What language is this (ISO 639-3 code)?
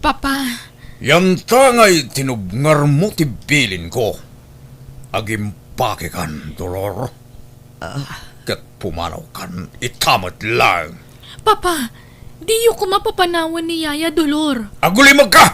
ilo